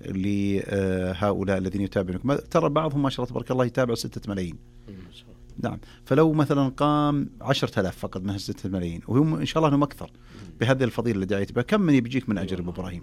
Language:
Najdi Arabic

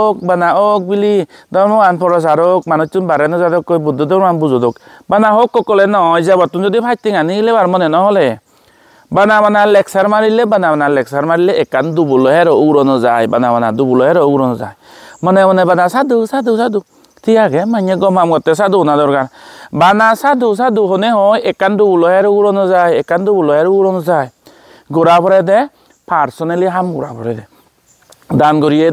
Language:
Chakma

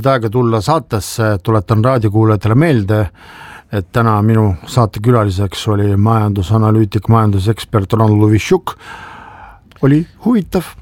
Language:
Estonian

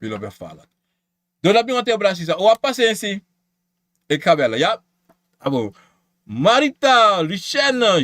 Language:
Sranan Tongo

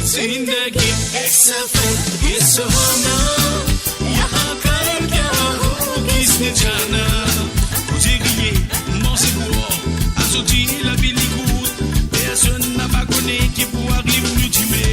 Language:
Morisyen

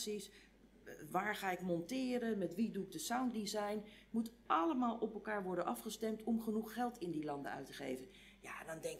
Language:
Dutch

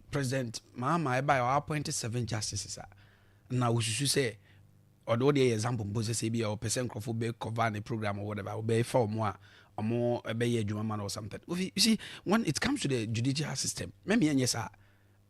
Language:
Akan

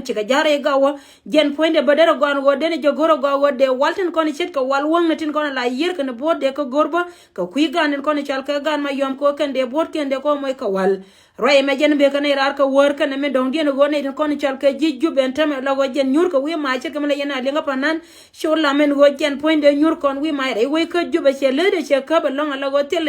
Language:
Nuer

